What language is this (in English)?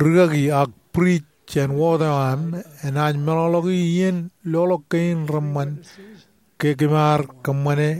Marshallese